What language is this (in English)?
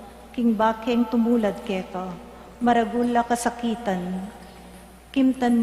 Pampanga